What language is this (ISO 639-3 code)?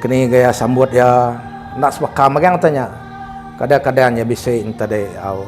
iba